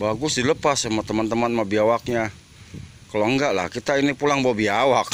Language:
Betawi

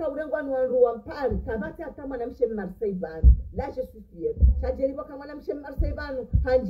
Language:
Ngazidja Comorian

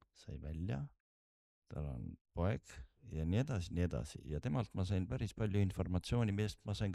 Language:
Estonian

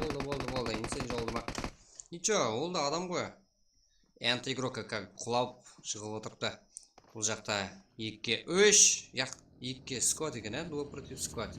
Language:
Kara-Kalpak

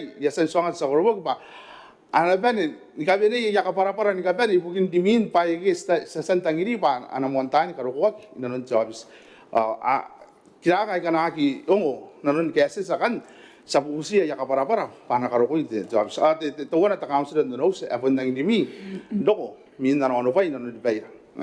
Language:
Gilbertese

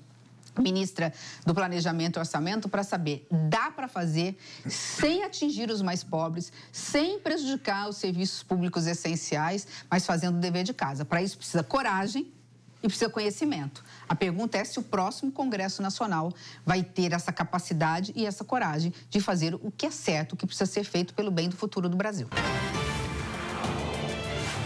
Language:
Portuguese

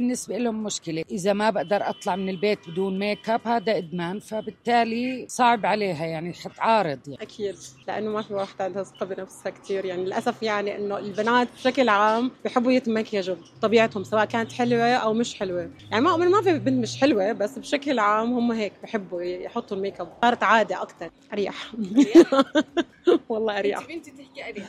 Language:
North Levantine Arabic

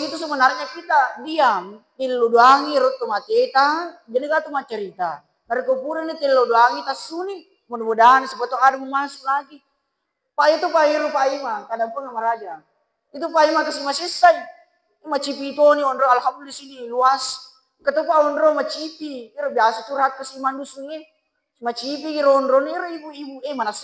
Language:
Buginese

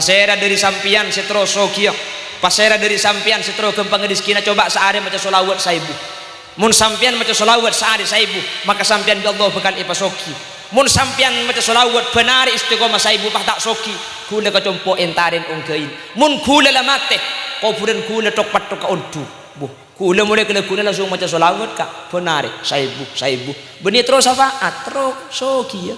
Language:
Madurese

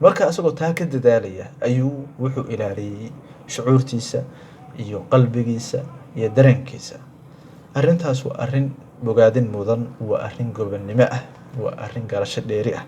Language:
Somali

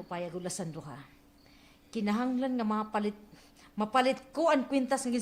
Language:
Waray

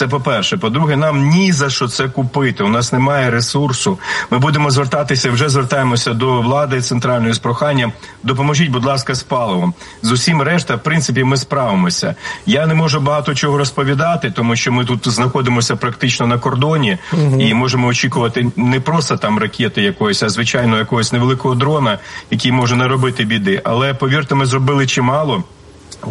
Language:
Ukrainian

